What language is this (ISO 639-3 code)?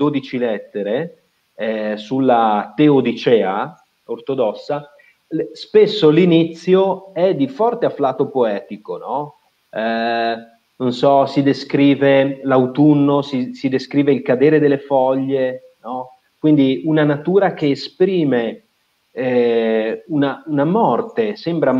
ita